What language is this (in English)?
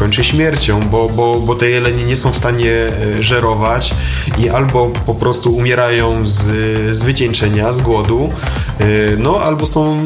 Polish